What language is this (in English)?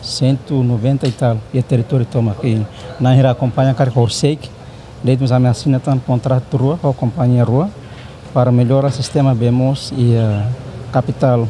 Tetum